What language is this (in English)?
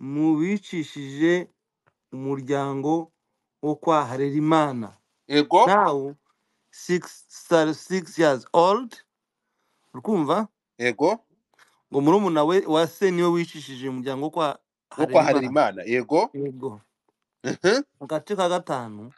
Kinyarwanda